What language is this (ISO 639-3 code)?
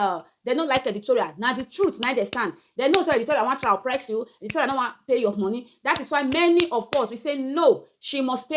pcm